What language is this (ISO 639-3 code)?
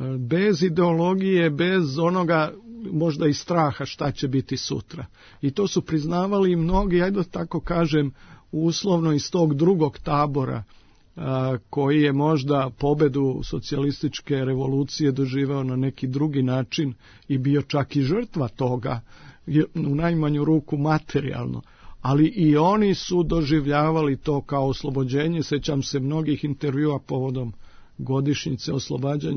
srp